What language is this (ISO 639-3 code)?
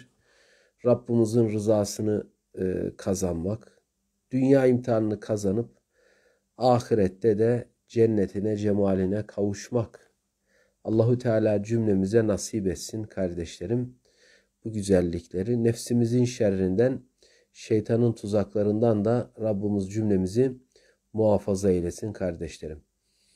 tur